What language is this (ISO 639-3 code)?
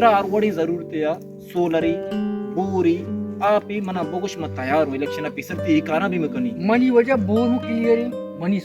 bal